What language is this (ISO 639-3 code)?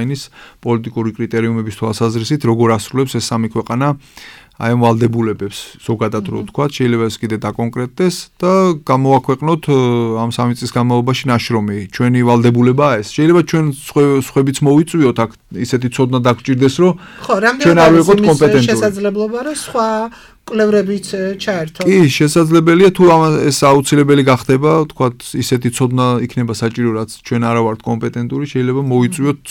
kat